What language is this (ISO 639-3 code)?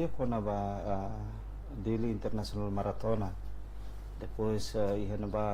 tet